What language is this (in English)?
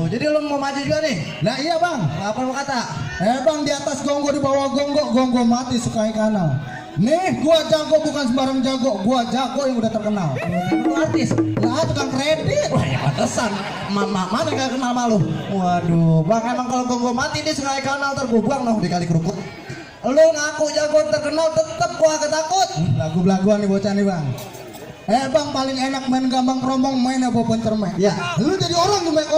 Betawi